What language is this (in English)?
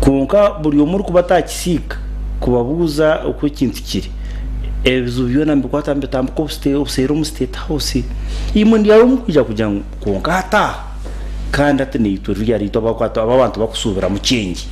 Nyankole